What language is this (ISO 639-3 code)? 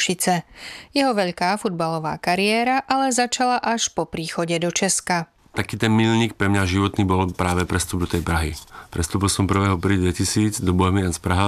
slk